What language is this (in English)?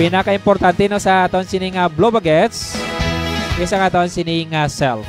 Hiligaynon